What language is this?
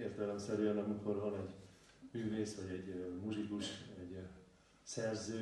Hungarian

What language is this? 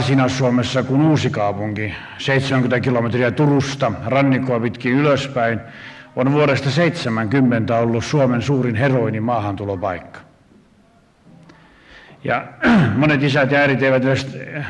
Finnish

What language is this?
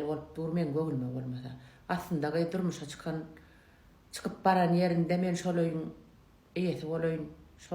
Turkmen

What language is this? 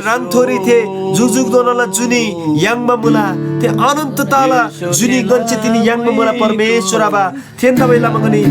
Eastern Tamang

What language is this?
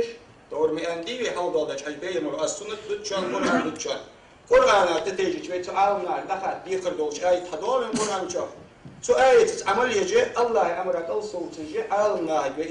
Ingush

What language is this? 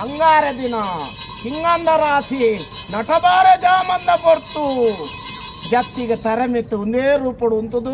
Tulu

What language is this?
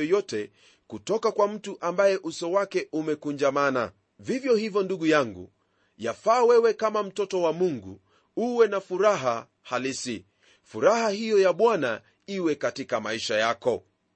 Swahili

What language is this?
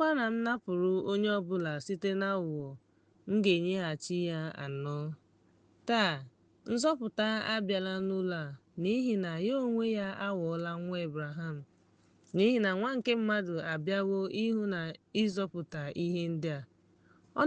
Igbo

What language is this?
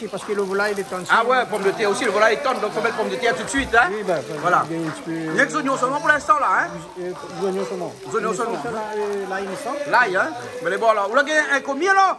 Réunion Creole French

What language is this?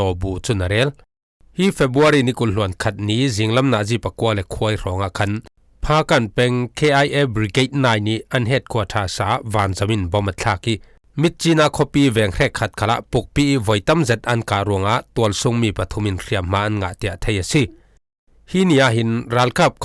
Falam Chin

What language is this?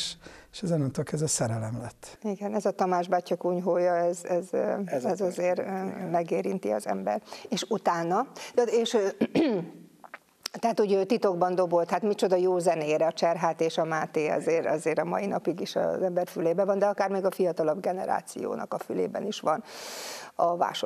Hungarian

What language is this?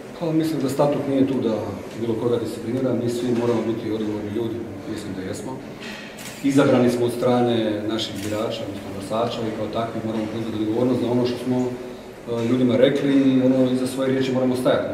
Croatian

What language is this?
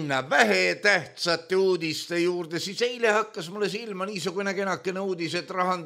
Estonian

